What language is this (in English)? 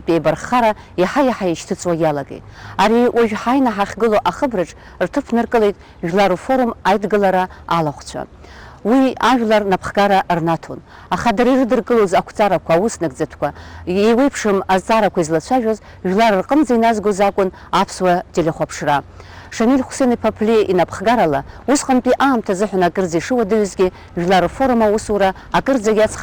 Abkhazian